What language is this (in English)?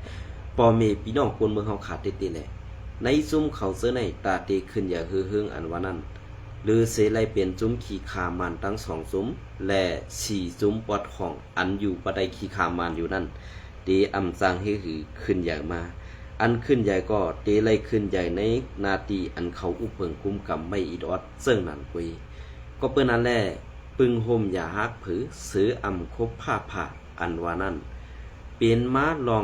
Shan